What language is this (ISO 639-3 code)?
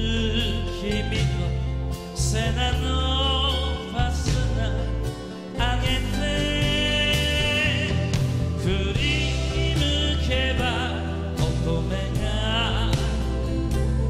jpn